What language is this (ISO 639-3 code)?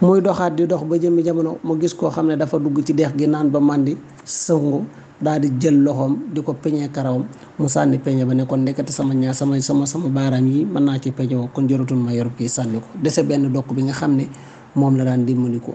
wol